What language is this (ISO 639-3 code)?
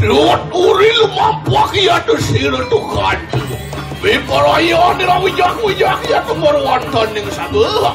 ban